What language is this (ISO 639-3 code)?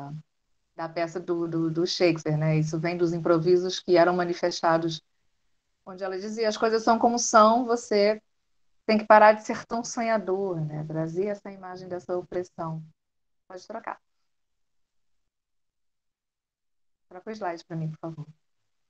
por